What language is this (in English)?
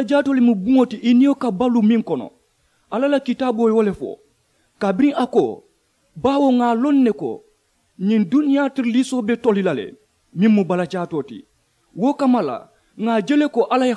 Mandingo